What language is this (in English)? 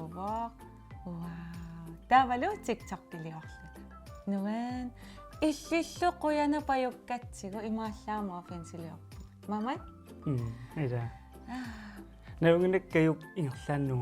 Kalaallisut